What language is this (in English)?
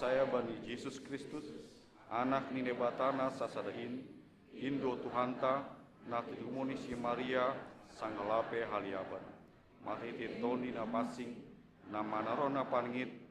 Batak Simalungun